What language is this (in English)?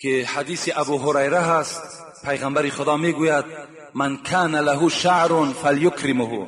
Tajik